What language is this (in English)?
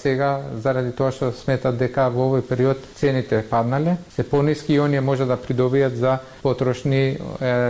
Macedonian